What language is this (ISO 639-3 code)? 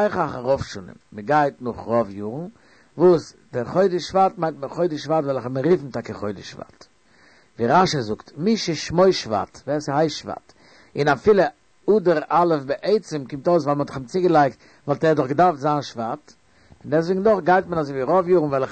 yid